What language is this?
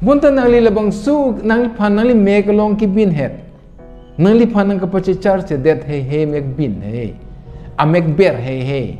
Karbi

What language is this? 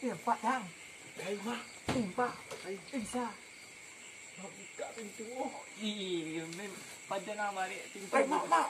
Minangkabau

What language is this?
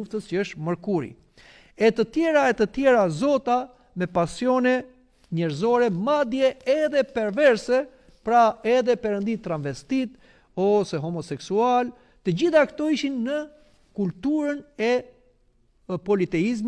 Albanian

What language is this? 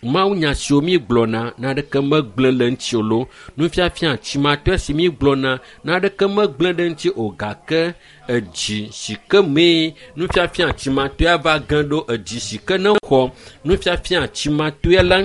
Ewe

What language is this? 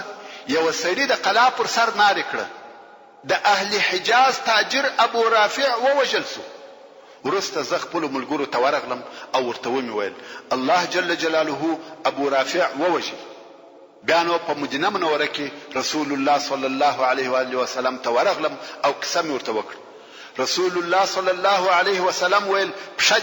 Pashto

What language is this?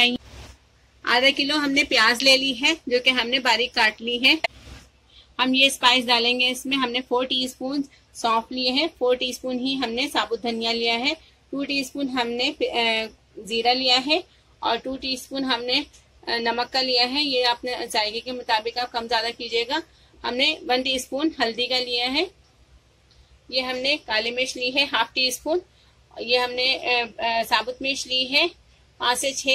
Hindi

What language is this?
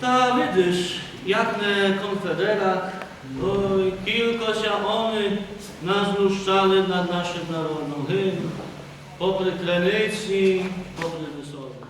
Rusyn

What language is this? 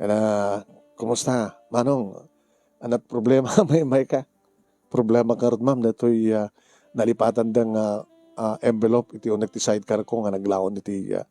Iloko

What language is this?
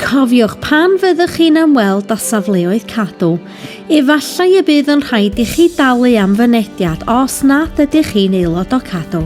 Welsh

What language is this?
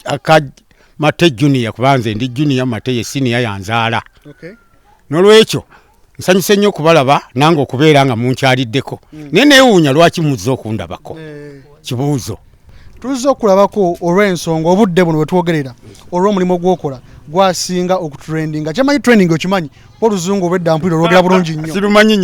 Ganda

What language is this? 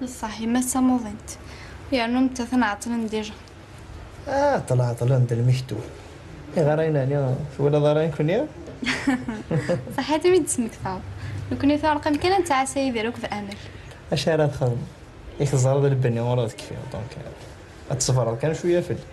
Kabyle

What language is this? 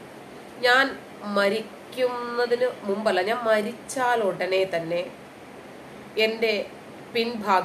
Malayalam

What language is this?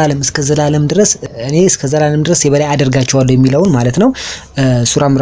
Amharic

